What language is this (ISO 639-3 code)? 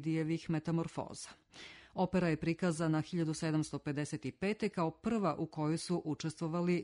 srp